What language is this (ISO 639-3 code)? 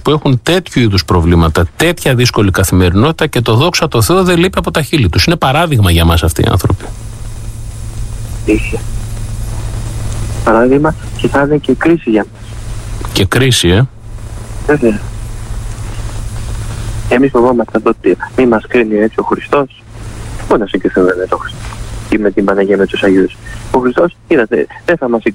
ell